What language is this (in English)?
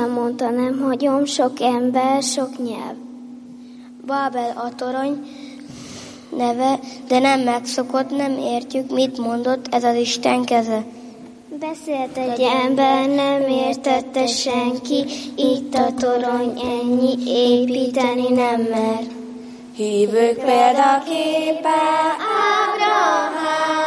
Hungarian